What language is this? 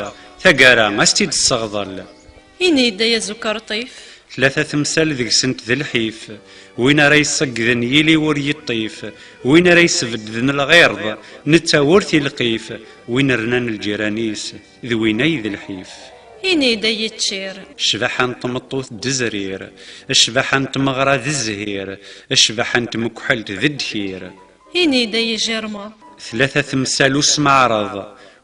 Kabyle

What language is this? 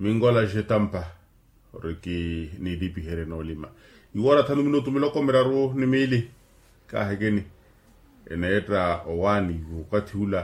Makhuwa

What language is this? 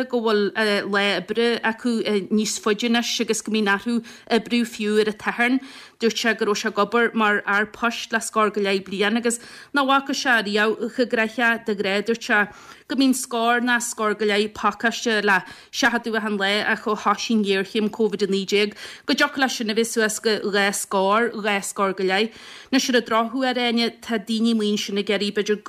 Irish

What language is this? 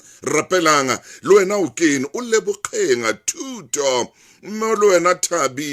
Southern Sotho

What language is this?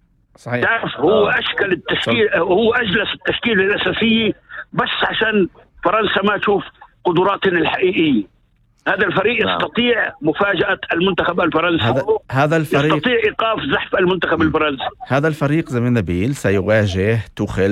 North Levantine Arabic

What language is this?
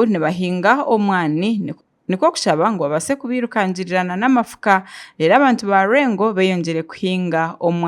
Nyankole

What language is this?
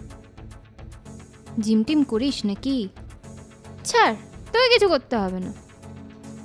Bangla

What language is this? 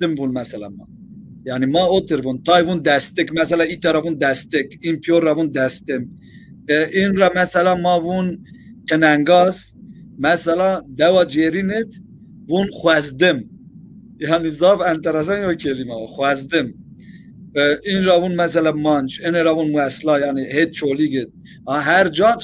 Zaza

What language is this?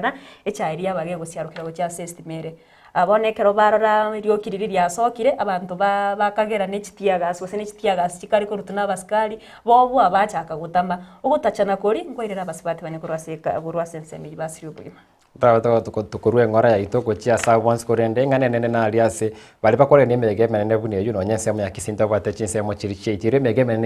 Gusii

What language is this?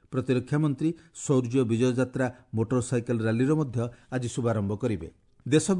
Odia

